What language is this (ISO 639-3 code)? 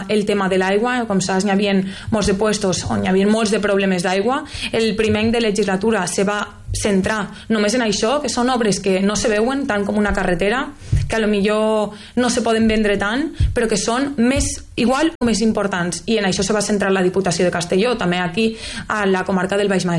cat